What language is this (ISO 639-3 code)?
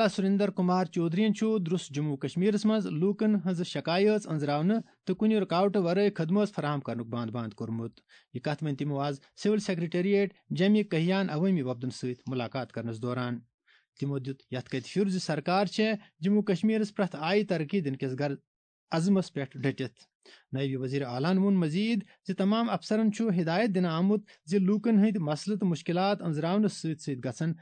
kas